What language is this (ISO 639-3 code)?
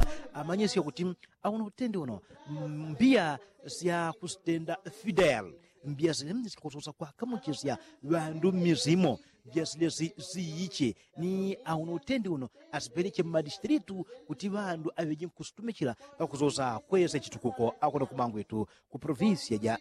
yao